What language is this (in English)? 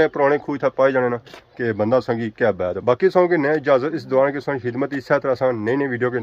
Pahari-Potwari